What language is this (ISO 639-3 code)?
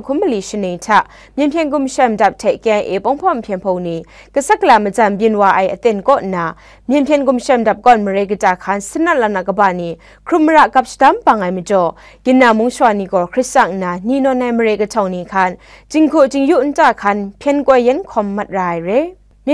kac